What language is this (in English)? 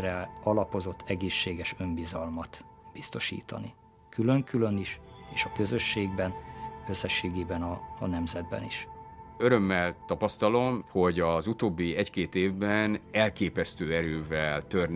Hungarian